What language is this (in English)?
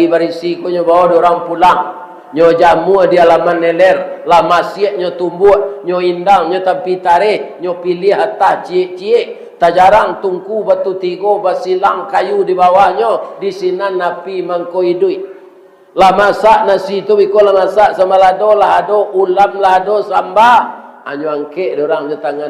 Minangkabau